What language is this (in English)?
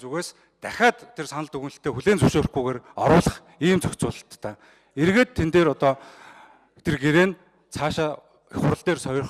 Mongolian